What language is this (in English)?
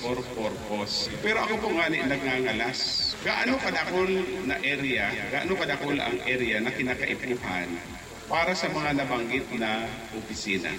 Bikol